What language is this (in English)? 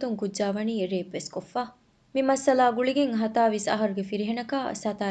Divehi